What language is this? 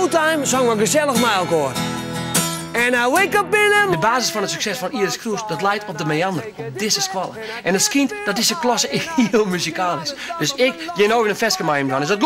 Western Frisian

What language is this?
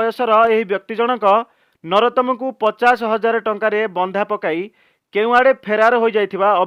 Odia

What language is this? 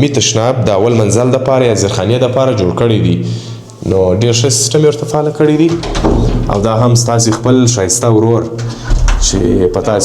Pashto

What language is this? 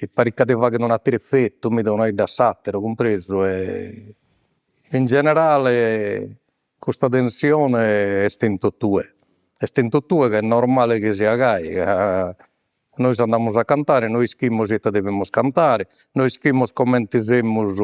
Sardinian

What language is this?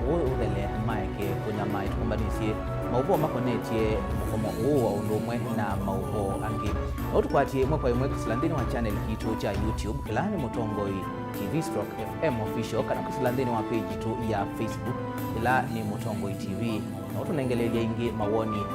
Kamba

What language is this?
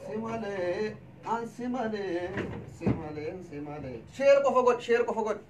Oromo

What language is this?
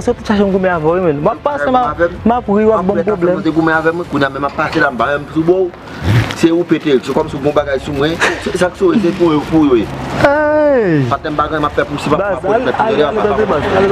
Haitian Creole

